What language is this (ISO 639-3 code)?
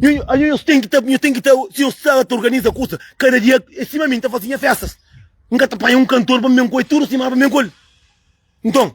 kea